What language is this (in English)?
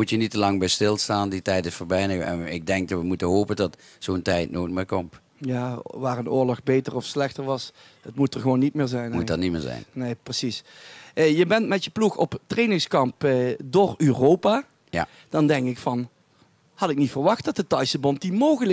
Dutch